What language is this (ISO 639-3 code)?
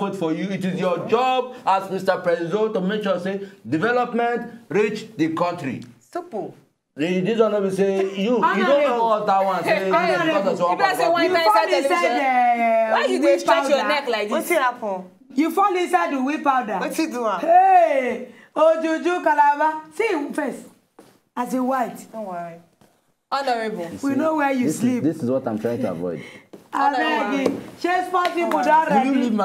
pcm